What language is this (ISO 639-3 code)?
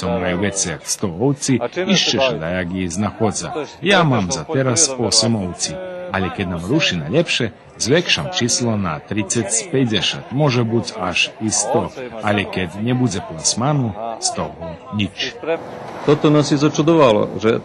rue